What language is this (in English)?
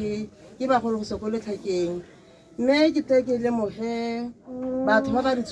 Tswana